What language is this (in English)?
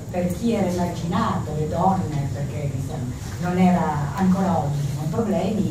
Italian